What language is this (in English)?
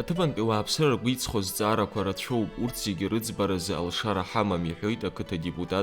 Abkhazian